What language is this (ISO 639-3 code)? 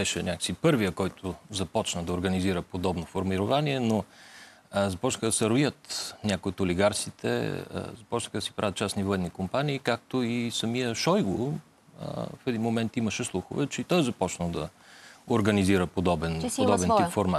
bul